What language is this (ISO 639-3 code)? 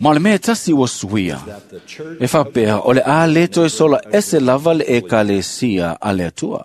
smo